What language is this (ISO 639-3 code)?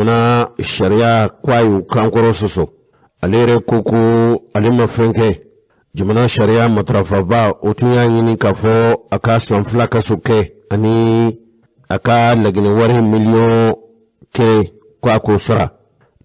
bam